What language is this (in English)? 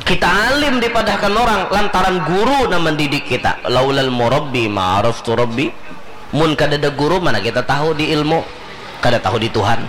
Banjar